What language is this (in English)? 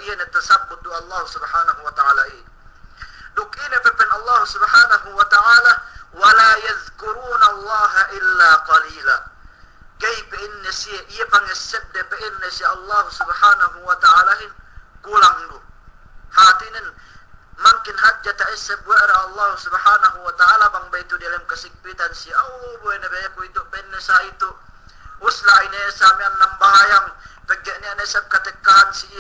Yakan